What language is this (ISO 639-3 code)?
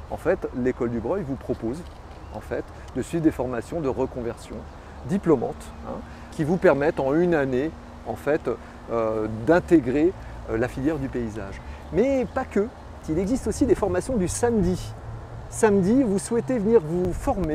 fra